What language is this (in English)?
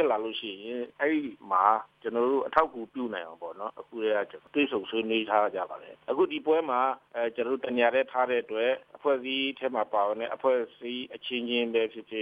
Burmese